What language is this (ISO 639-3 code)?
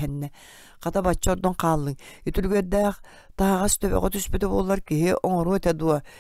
sah